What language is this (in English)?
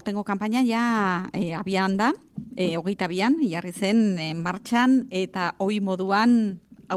Basque